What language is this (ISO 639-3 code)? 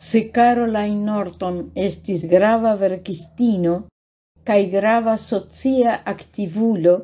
epo